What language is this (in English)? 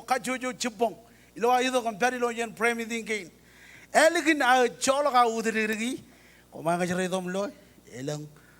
Marshallese